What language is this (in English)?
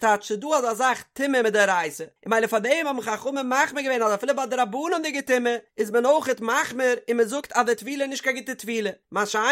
Yiddish